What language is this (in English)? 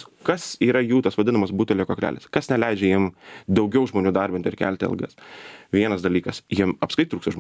Lithuanian